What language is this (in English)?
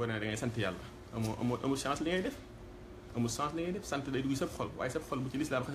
Wolof